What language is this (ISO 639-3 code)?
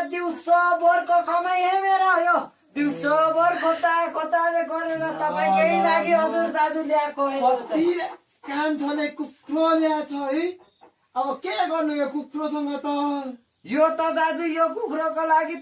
nep